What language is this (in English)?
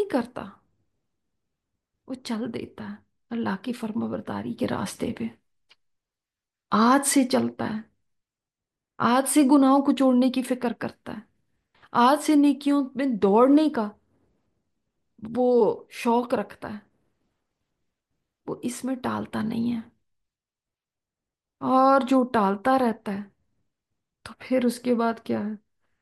Urdu